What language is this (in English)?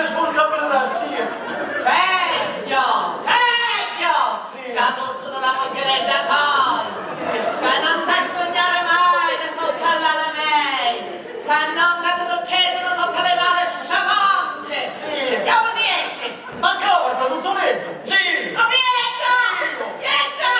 Sicilian